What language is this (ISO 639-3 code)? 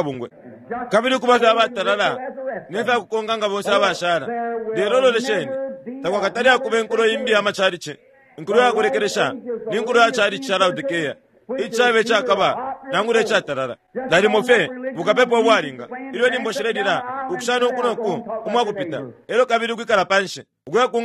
bem